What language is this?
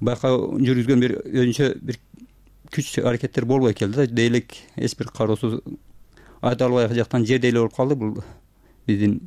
Kyrgyz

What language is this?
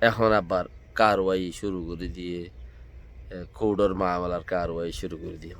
Rohingya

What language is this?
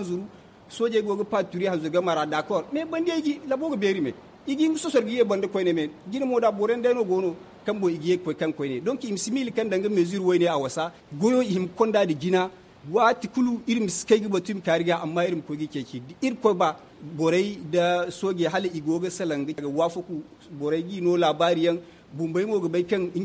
Zarma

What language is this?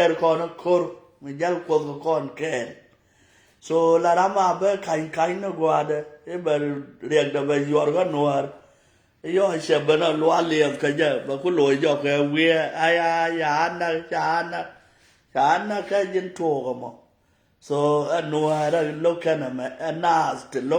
Nuer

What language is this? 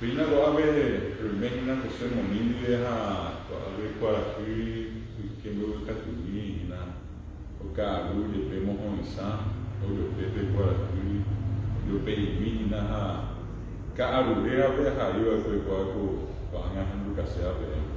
Guarani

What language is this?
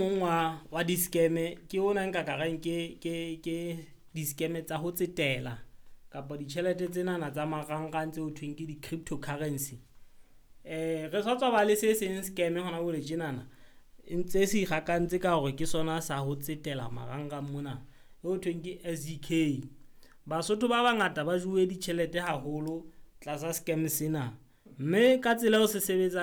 Southern Sotho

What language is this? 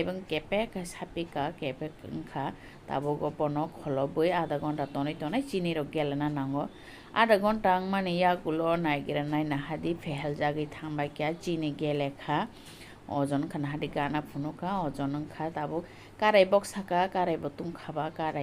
Kok Borok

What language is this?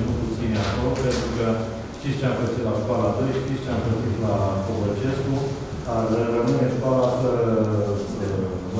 Romanian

